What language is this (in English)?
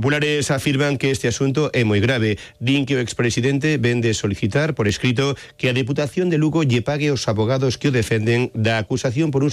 Galician